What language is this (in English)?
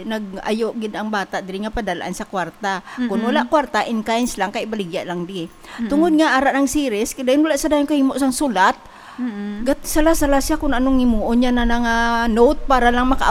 Hiligaynon